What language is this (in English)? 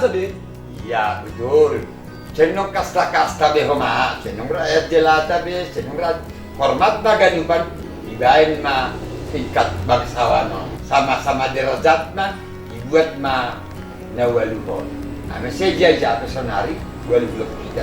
Batak Simalungun